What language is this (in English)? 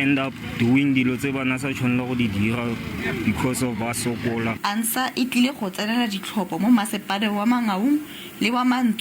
Tswana